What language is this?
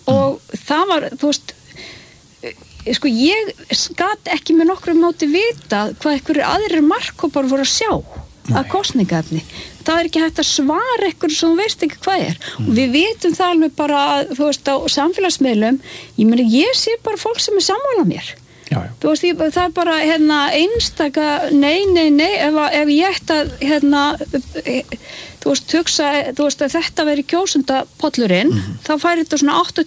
Icelandic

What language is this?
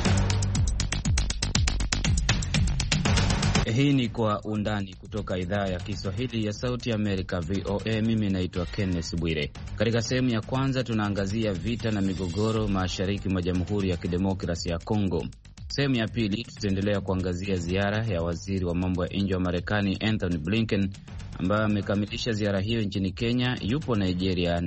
Swahili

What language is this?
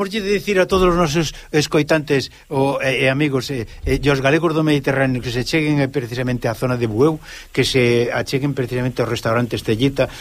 Galician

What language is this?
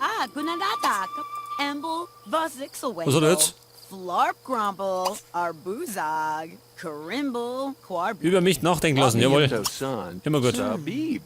Bavarian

